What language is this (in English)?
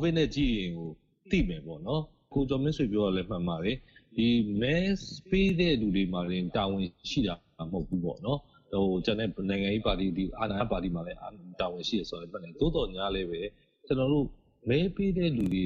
Burmese